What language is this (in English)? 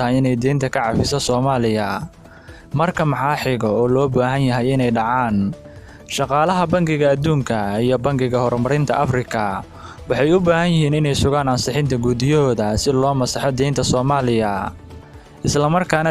Somali